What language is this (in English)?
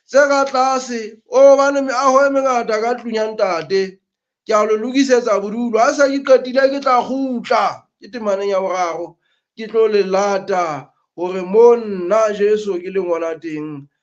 Southern Sotho